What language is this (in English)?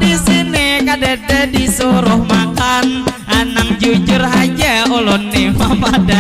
Banjar